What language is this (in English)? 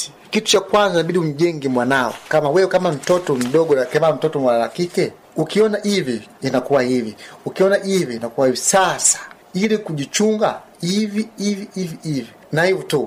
Swahili